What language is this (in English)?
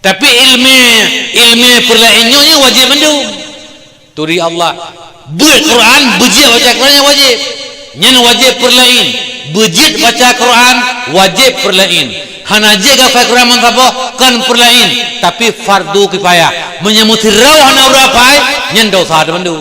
Achinese